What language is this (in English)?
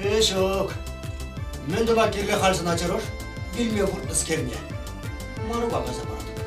Chuvash